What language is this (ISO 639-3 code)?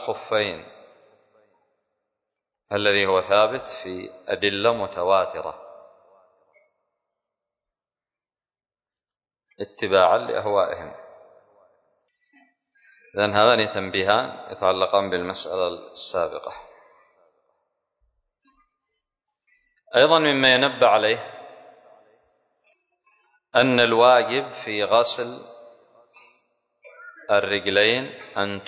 ara